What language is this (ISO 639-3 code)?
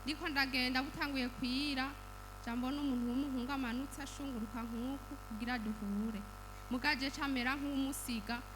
run